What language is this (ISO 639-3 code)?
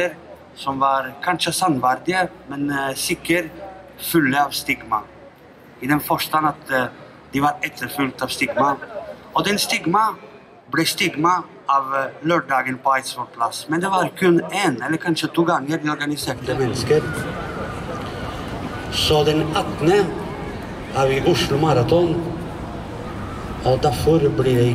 nor